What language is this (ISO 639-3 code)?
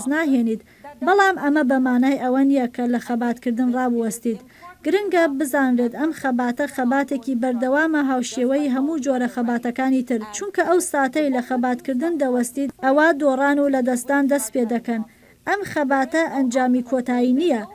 ckb